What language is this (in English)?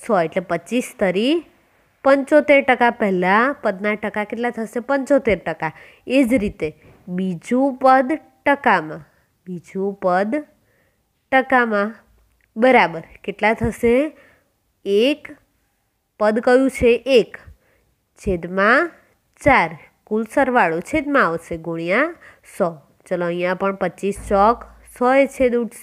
Gujarati